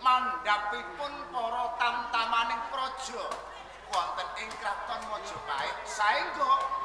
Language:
Javanese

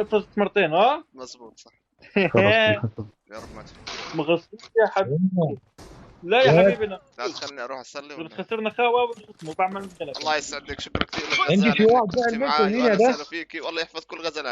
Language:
North Levantine Arabic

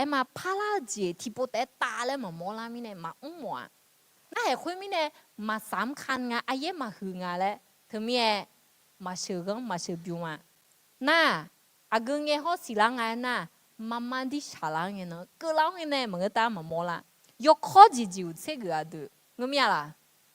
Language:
Akha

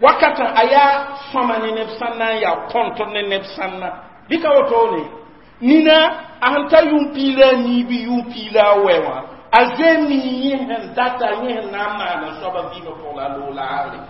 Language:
Mossi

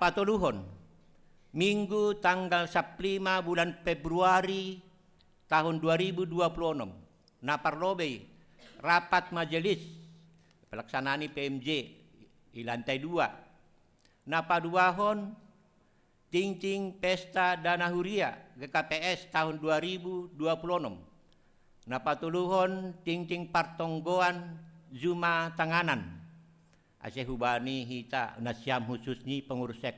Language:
Batak Simalungun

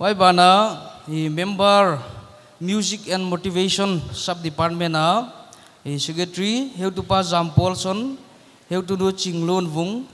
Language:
Paite Chin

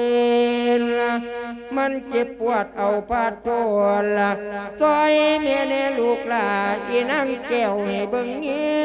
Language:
Lao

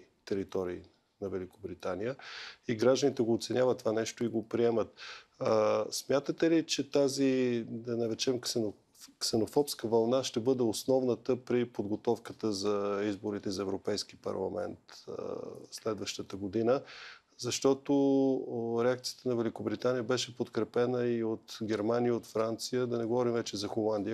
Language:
Bulgarian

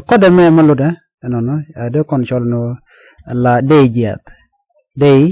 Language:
Nuer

